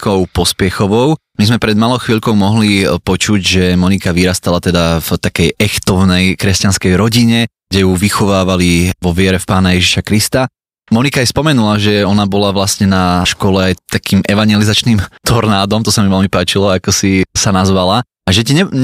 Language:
Slovak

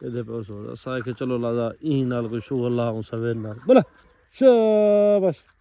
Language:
Saraiki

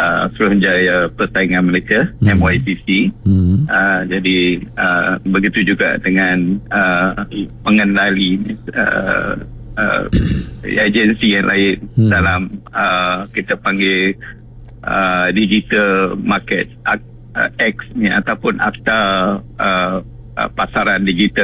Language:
Malay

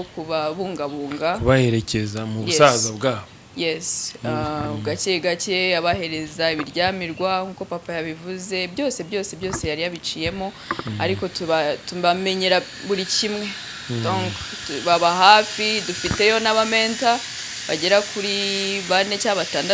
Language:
Kinyarwanda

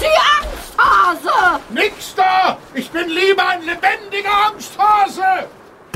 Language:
German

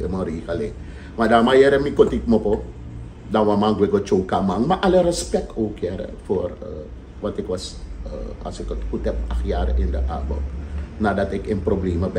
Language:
Sranan Tongo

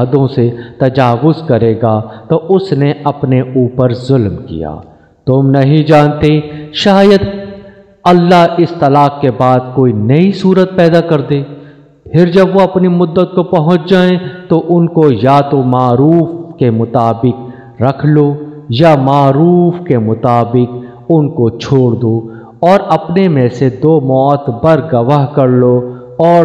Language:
Urdu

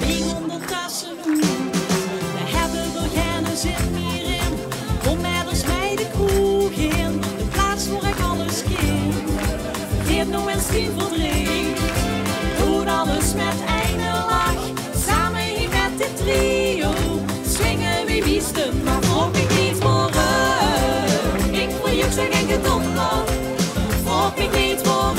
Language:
Limburgish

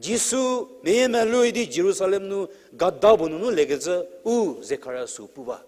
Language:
Angami Naga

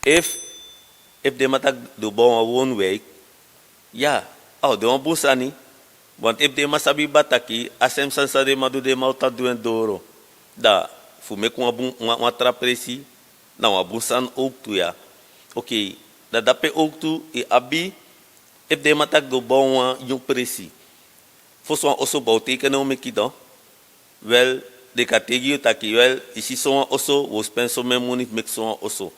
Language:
Sranan Tongo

